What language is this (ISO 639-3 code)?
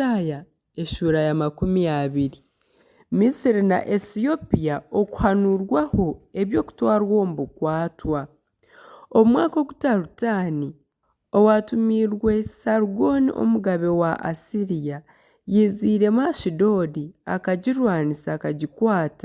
nyn